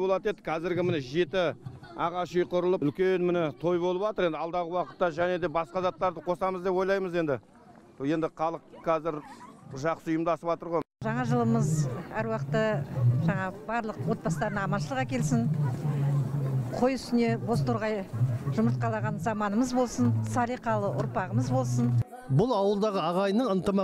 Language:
Kazakh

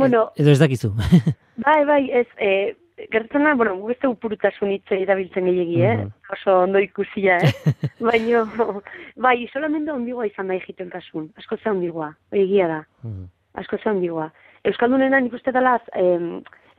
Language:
Basque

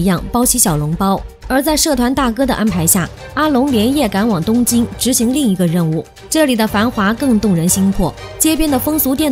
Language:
Chinese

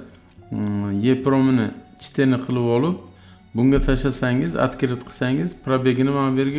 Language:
Uzbek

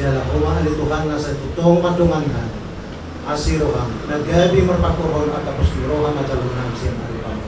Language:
Batak Toba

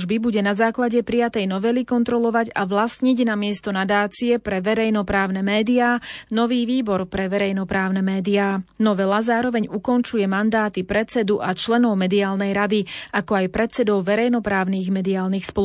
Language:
Slovak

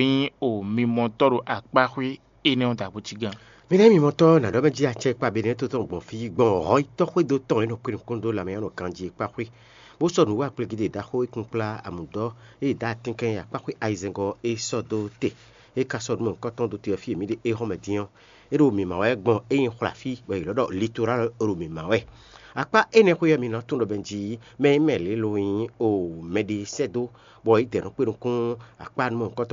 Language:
Fon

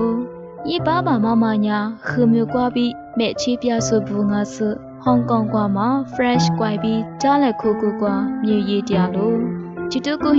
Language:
Lisu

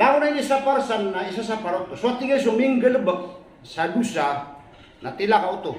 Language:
Maranao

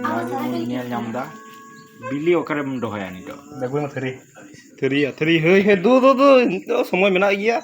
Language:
Santali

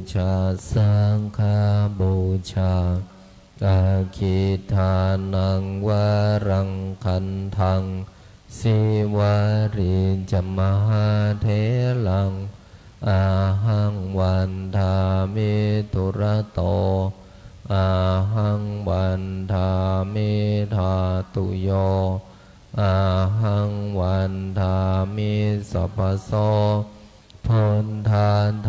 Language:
Pali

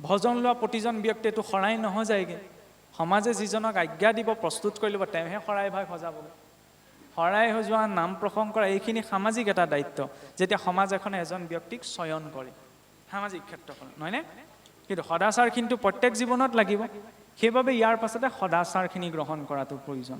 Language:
Assamese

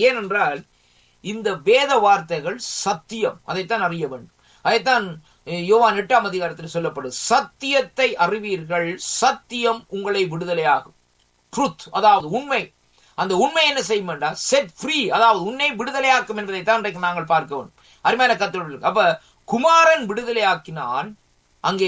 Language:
Tamil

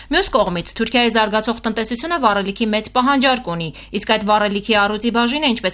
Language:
Armenian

